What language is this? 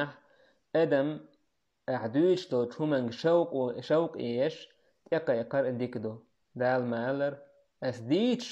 Chechen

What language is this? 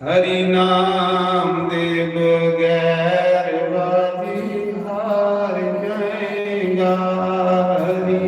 Dogri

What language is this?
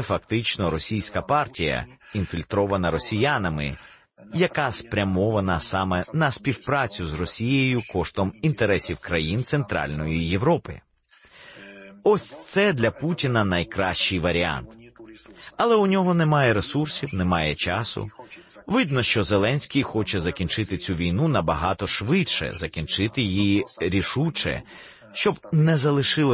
Ukrainian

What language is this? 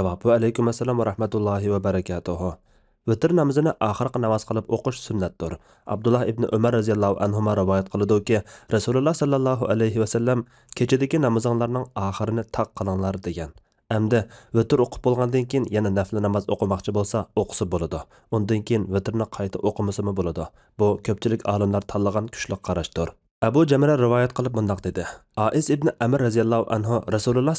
Uyghur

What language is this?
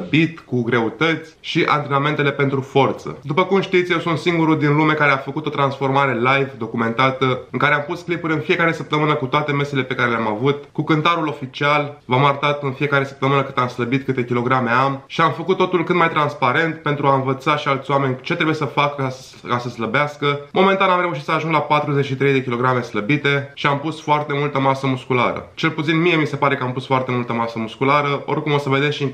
Romanian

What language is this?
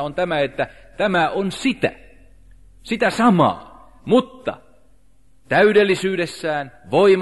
Finnish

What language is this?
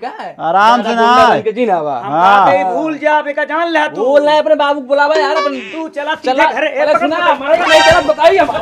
Awadhi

